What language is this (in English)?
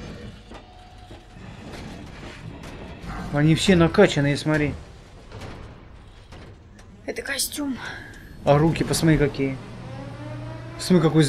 Russian